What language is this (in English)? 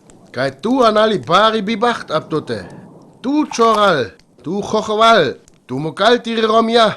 Sinte Romani